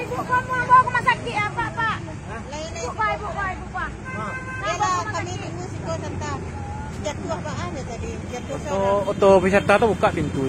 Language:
Minangkabau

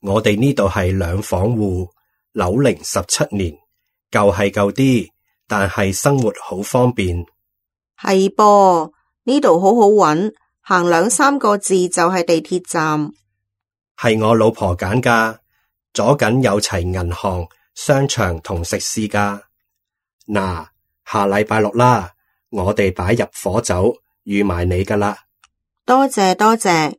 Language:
Cantonese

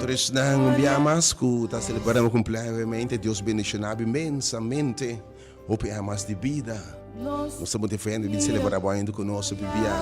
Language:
Papiamento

